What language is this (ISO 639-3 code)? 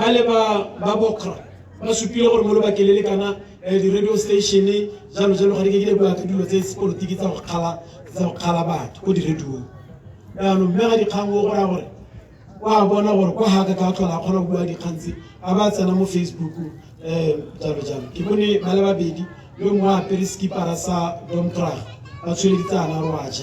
tsn